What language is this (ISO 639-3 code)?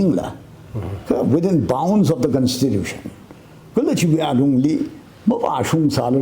nmf